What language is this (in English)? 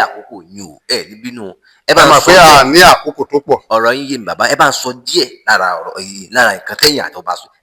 Yoruba